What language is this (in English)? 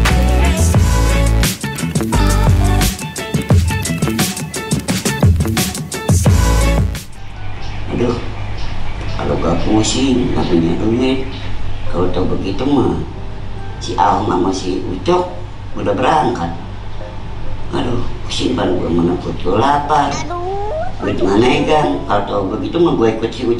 Indonesian